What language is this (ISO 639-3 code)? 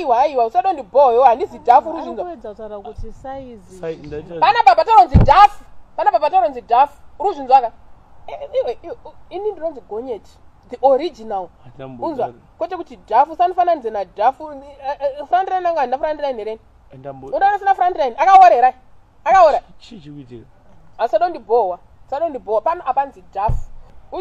sna